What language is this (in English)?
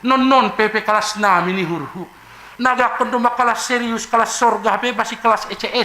Batak Simalungun